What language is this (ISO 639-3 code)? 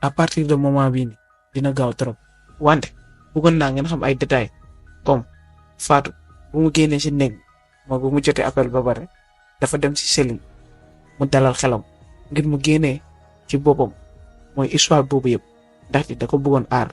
wol